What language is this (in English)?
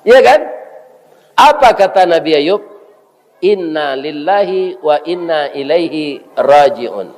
Minangkabau